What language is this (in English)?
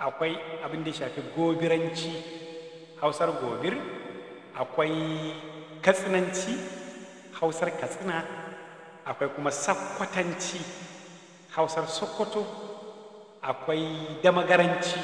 Hausa